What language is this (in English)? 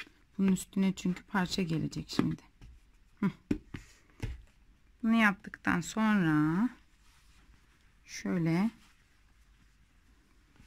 Turkish